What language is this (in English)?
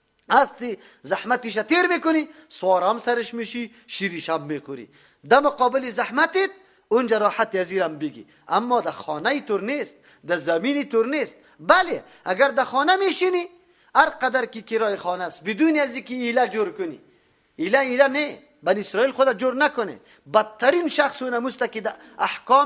Persian